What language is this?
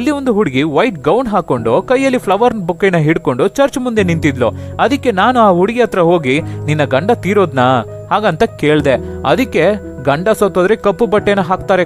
Kannada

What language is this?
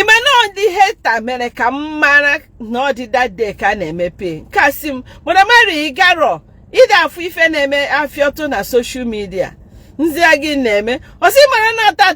Igbo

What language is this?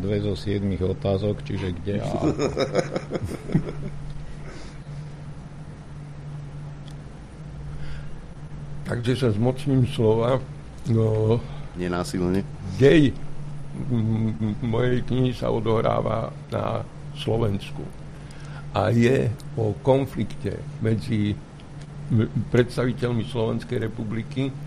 Slovak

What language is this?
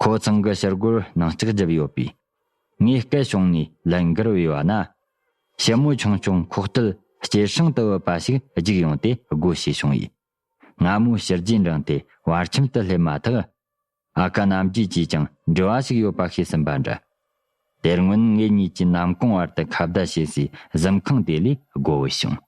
Tibetan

